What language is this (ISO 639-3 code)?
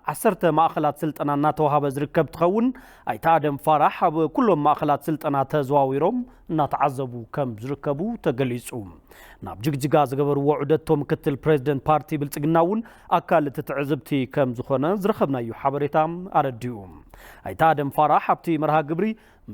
tir